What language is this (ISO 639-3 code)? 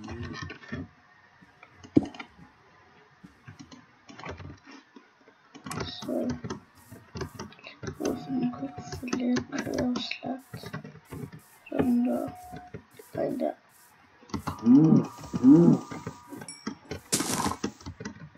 dan